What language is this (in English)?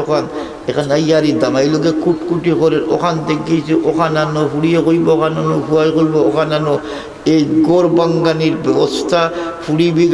Sylheti